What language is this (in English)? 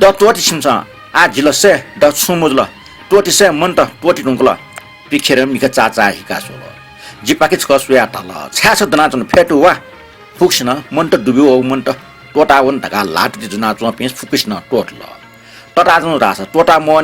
Newari